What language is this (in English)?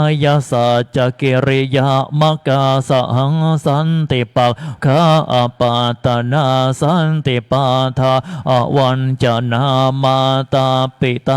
Pali